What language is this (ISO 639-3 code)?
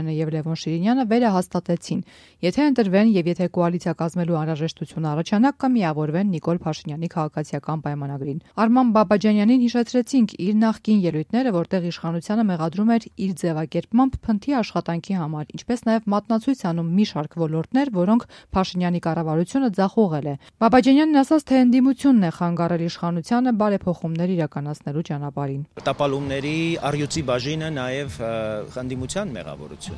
hye